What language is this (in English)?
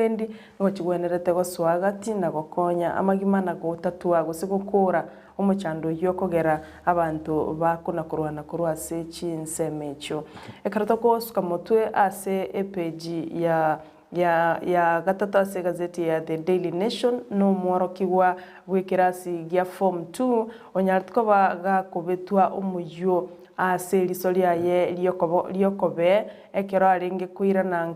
Gusii